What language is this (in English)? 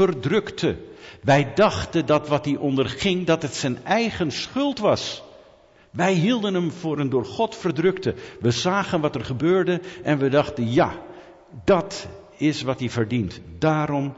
Dutch